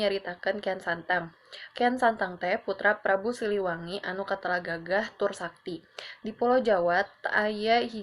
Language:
Sundanese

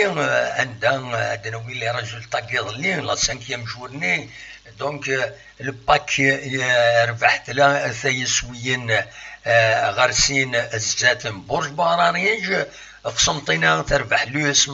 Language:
Kabyle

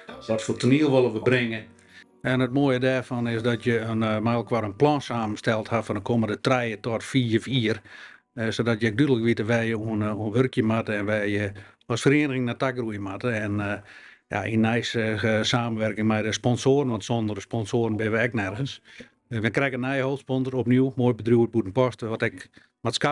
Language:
Western Frisian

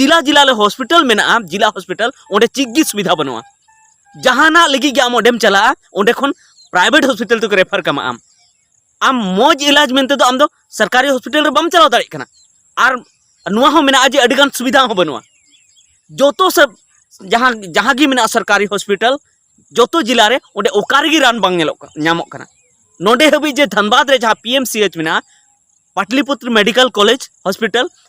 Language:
Santali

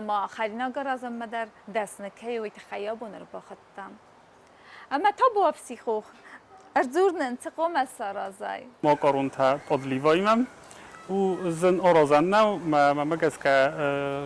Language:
Ossetic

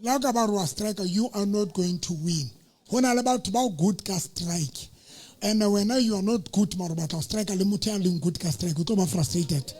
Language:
Southern Sotho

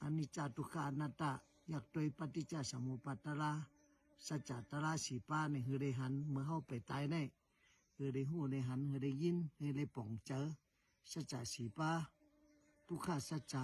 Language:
Shan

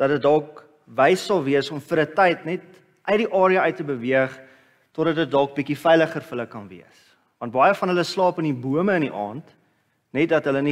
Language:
Afrikaans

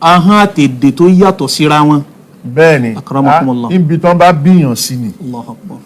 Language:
Yoruba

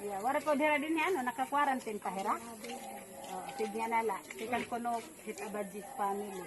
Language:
Waray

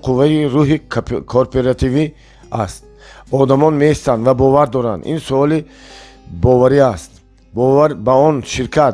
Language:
Tajik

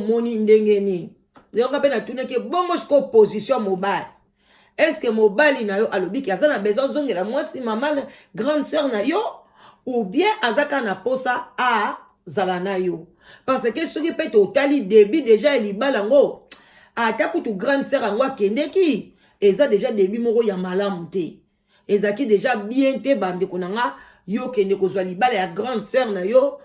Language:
Lingala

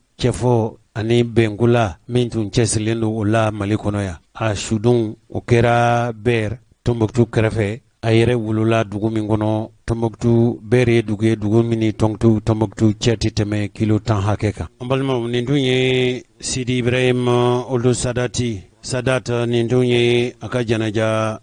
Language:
Bambara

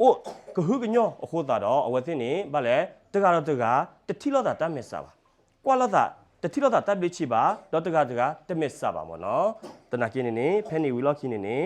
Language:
S'gaw Karen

